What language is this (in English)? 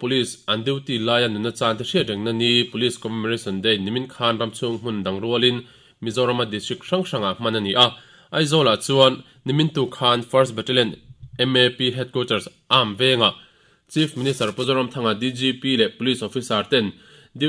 Mizo